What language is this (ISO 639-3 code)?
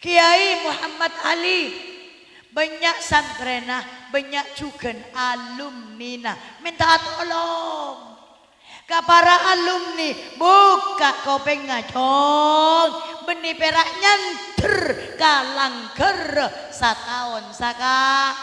mad